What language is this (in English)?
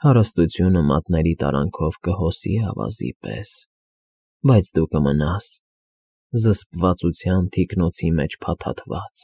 Armenian